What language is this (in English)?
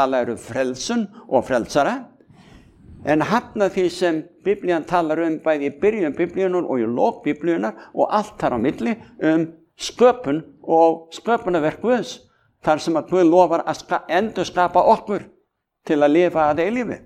Icelandic